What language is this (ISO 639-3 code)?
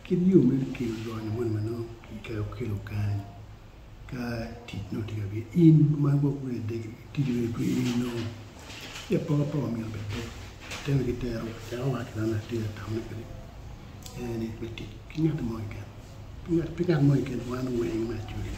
ach